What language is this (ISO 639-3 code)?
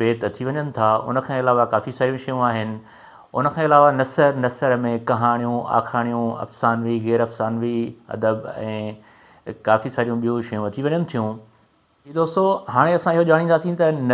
snd